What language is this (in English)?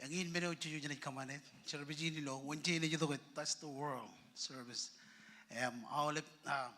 Marshallese